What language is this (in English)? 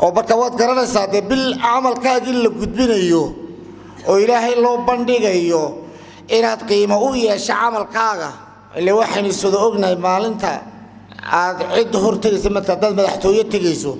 Somali